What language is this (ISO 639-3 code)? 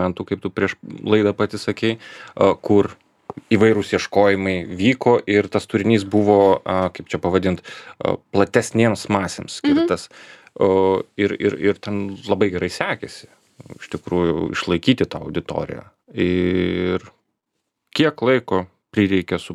lit